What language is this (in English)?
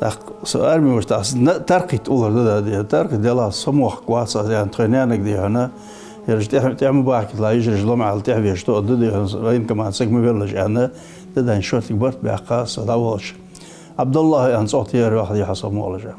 Ingush